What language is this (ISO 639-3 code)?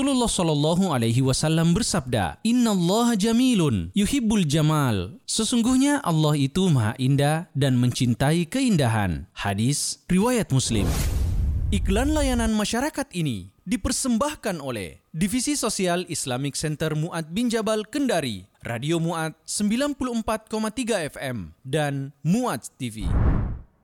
ind